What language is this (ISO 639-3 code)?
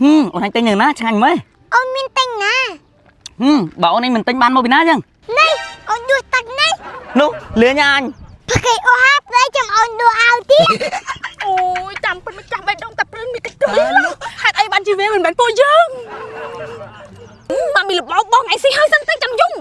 khm